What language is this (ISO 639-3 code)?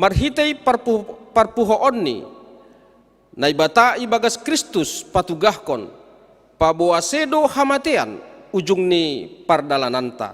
bts